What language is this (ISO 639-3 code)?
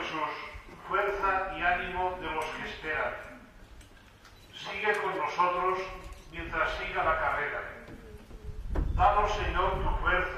spa